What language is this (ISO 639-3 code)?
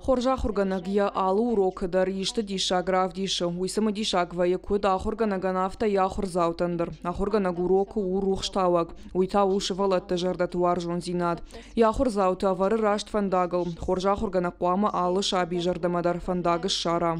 oss